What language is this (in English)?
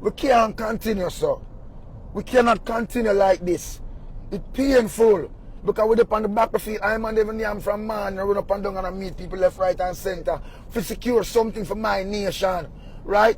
Jamaican Creole English